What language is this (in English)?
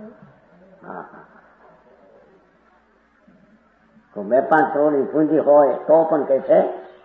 Gujarati